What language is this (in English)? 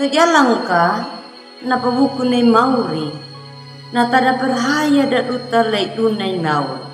Anakalangu